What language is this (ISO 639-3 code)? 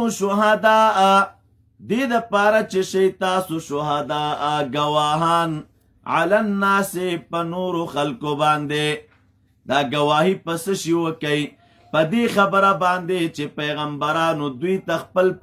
pus